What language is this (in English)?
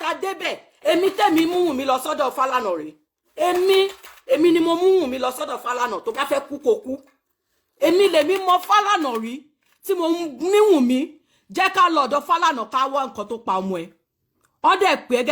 Yoruba